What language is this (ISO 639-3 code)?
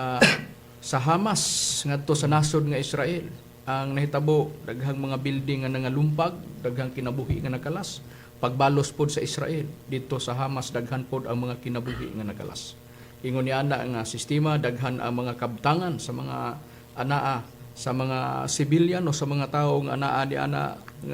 ceb